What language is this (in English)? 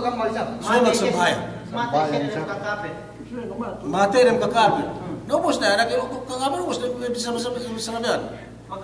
Yakan